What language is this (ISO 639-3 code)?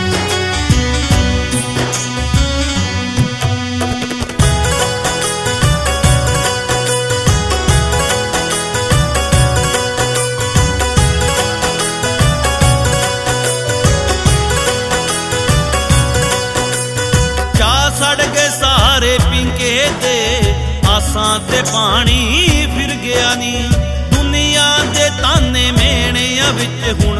pan